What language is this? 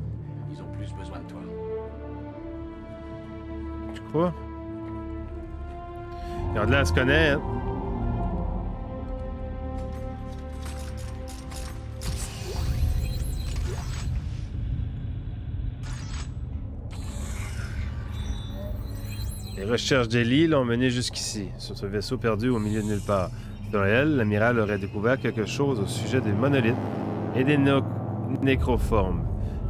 French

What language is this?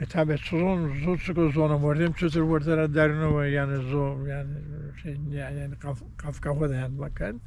Zaza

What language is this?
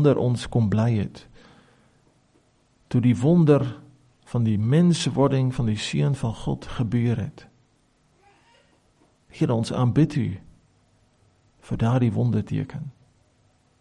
Afrikaans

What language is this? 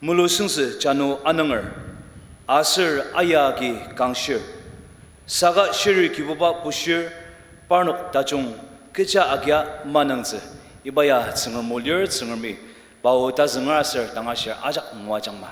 Ao Naga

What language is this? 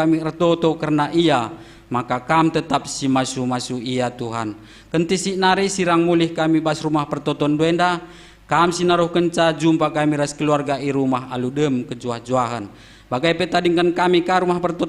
Batak Karo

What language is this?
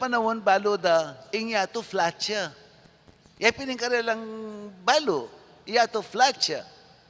Pampanga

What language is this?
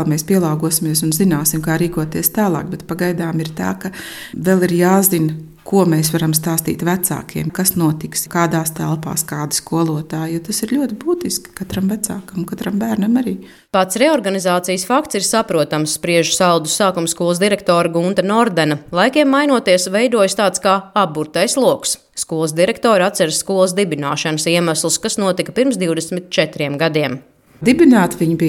Latvian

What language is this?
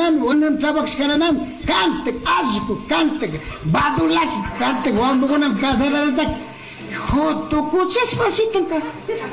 Chimborazo Highland Quichua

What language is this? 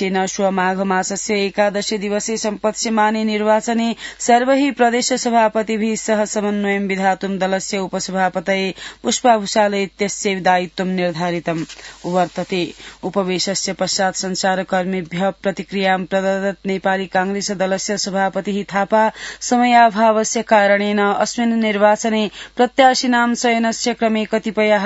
Sanskrit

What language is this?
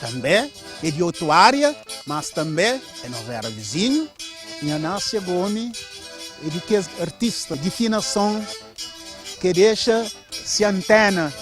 Kabuverdianu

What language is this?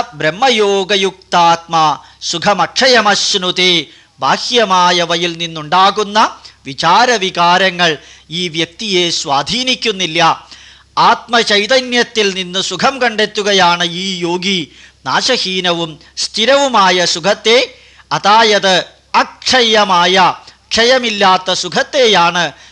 Malayalam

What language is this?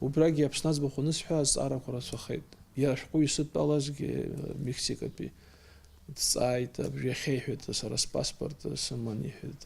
Abkhazian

